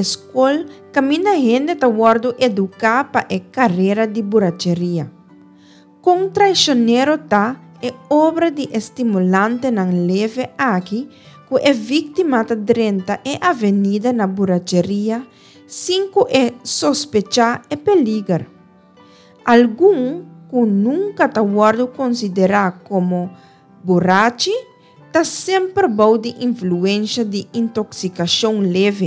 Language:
Papiamento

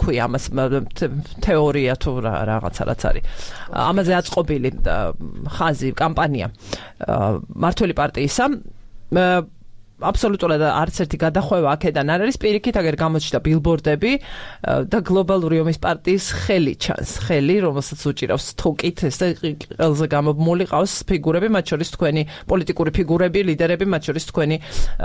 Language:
Georgian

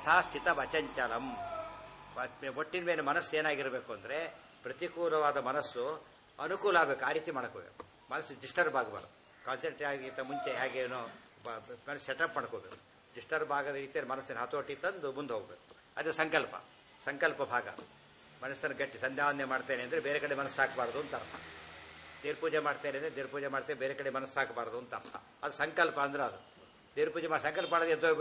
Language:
Kannada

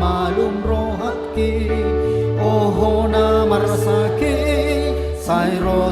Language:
Batak Toba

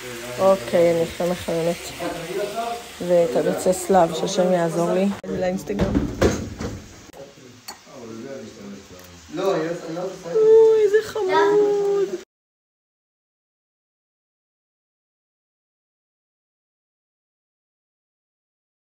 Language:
Hebrew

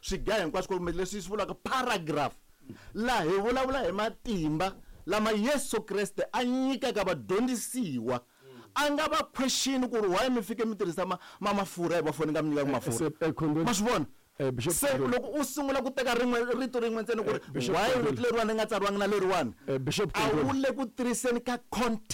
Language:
Tsonga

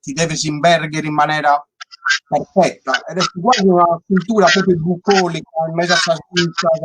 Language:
Sardinian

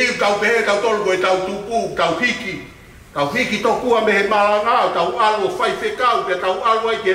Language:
Tongan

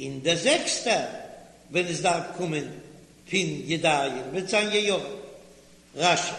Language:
Yiddish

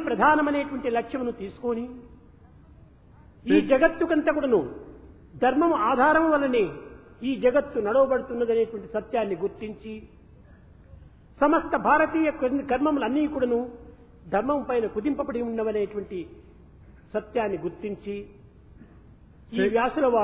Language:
Telugu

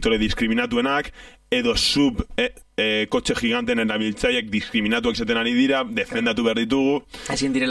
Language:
Basque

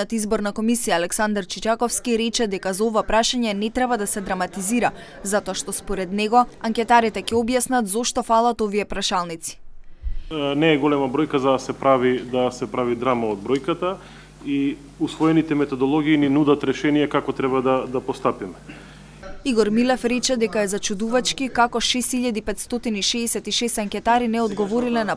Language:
Macedonian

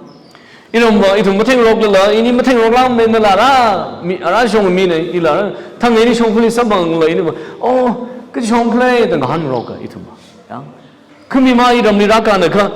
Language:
Tangkhul Naga (India)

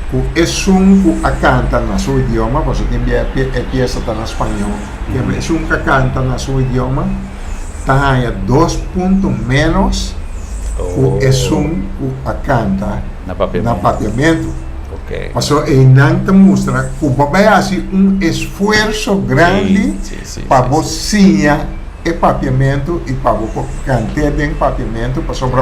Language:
Papiamento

